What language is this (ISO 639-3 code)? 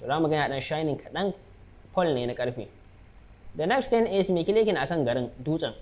hau